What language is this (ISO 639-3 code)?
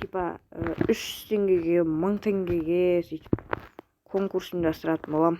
kaz